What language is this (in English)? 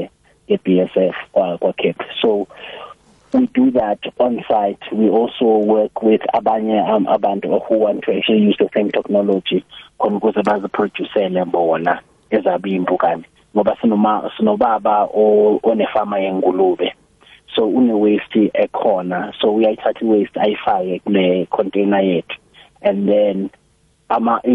South Ndebele